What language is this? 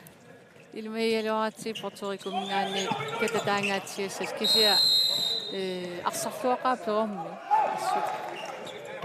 Kalaallisut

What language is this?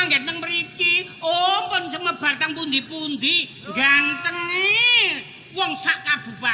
Javanese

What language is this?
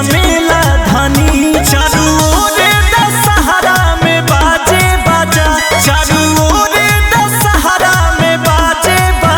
Bhojpuri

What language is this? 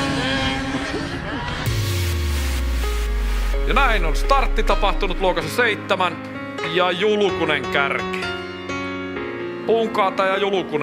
Finnish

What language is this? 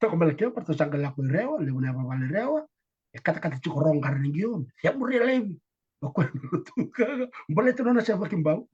Fijian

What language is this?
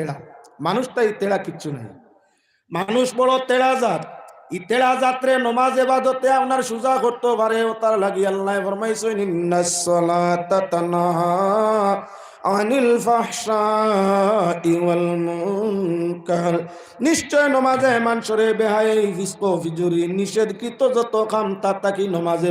Sylheti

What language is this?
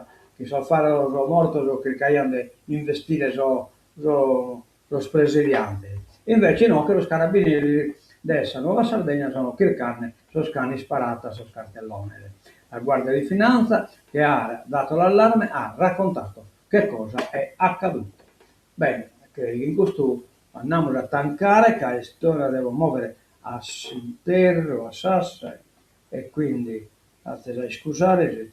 Sardinian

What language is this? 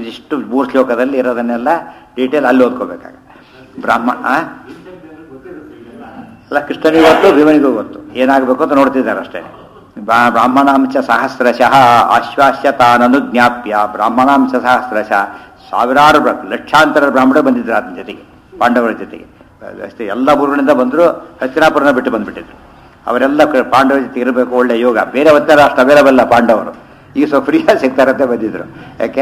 Kannada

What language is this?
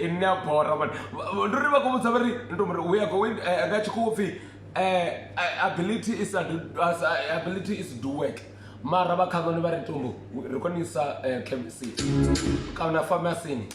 Venda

